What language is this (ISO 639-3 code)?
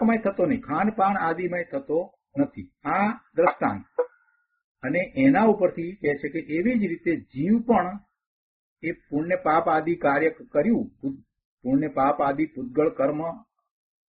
guj